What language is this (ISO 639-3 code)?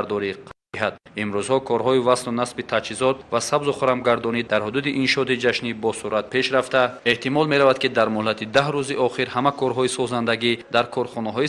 tgk